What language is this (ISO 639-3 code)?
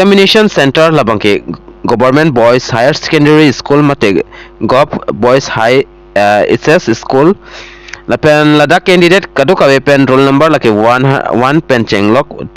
mjw